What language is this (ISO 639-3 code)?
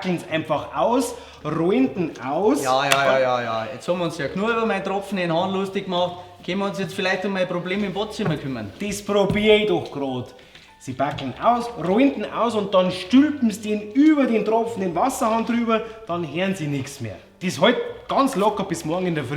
bar